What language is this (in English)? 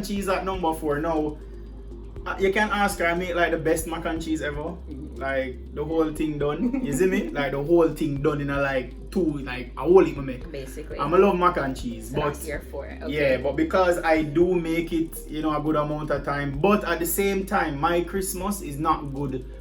Jamaican Creole English